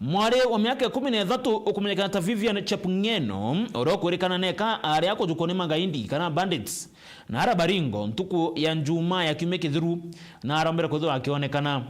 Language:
Meru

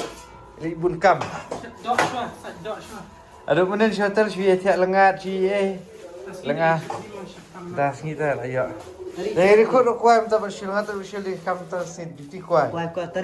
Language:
Khasi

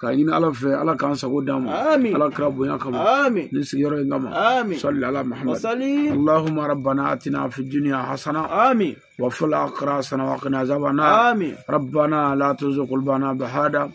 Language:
Bambara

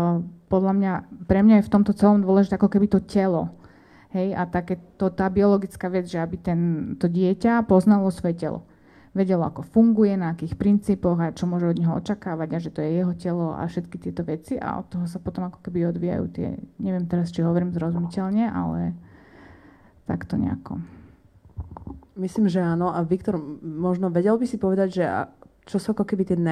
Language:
Slovak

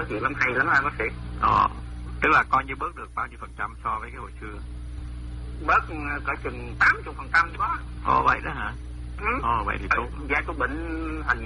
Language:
Vietnamese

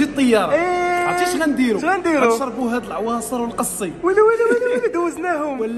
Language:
Moroccan Arabic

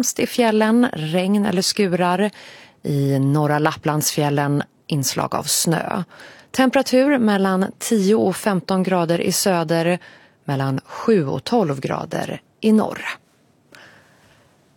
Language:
Swedish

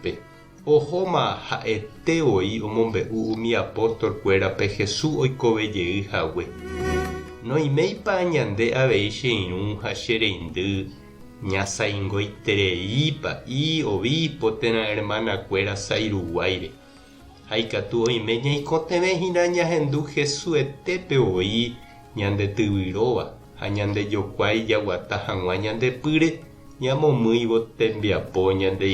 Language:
Guarani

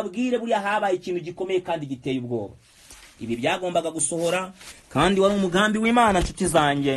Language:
Kinyarwanda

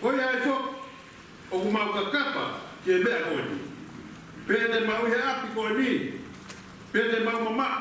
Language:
Tongan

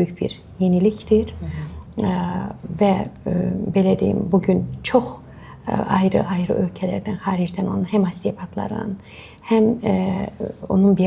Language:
Azerbaijani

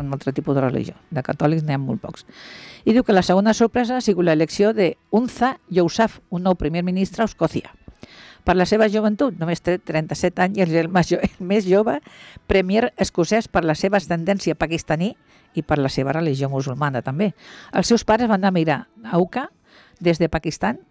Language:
Catalan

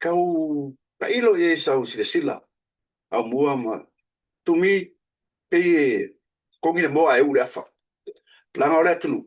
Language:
Samoan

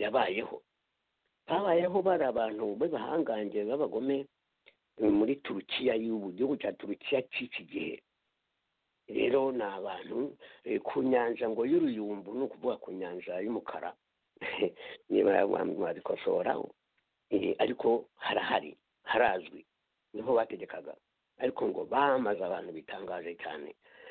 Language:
Kinyarwanda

